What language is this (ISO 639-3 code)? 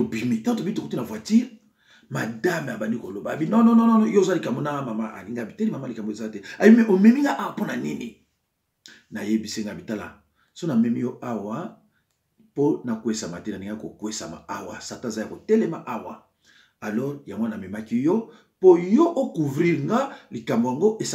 lin